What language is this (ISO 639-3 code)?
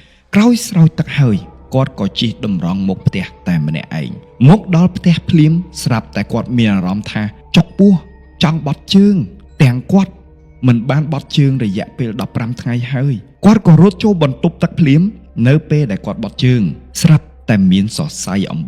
khm